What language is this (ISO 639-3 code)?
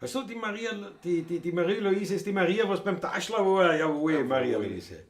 bar